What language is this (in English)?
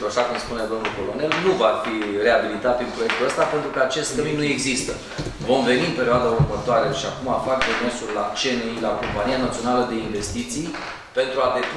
Romanian